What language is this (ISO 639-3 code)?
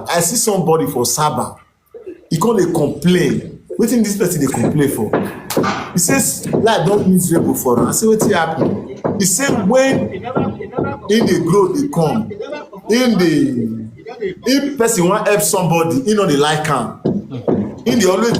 pcm